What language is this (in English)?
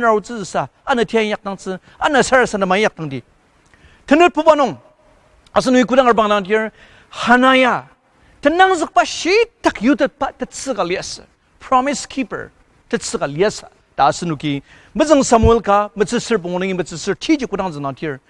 Ao Naga